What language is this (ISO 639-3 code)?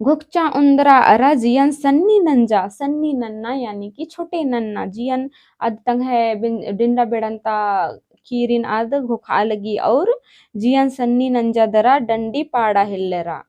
kru